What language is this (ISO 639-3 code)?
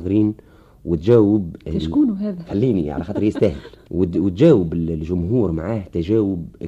aeb